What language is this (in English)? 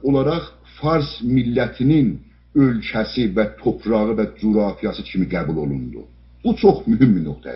South Azerbaijani